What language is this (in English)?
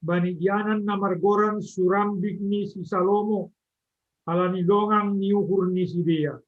Batak Simalungun